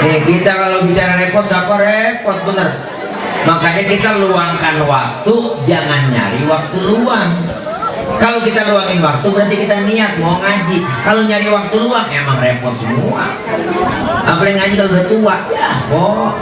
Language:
Betawi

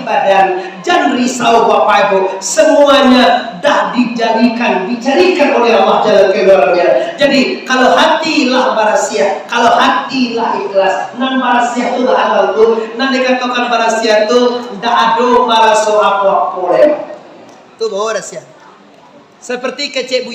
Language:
Minangkabau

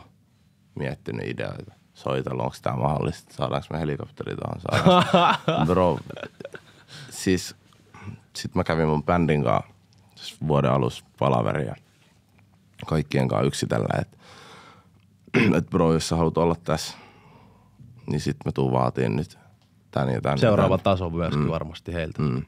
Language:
Finnish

